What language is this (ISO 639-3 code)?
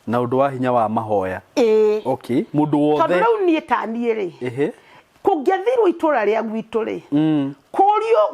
kik